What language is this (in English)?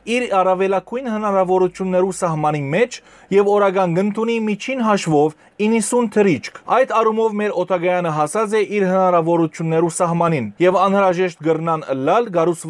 Western Armenian